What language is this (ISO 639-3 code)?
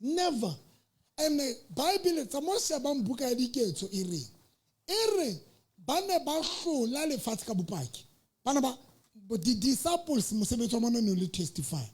sot